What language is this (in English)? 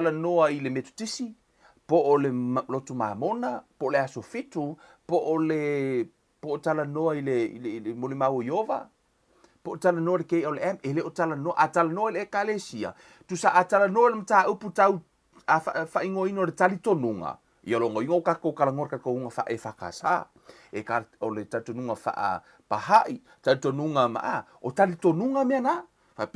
Samoan